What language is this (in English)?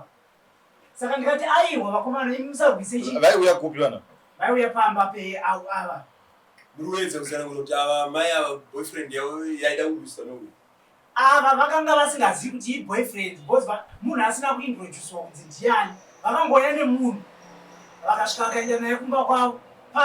Shona